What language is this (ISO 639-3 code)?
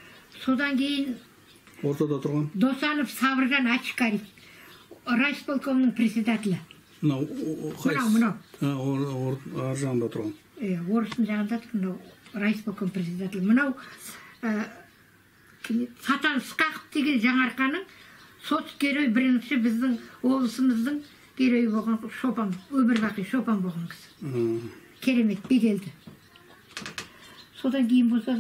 kaz